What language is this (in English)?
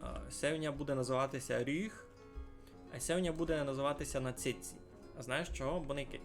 Rusyn